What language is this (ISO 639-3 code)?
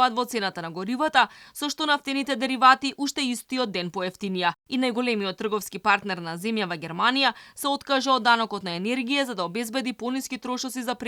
mkd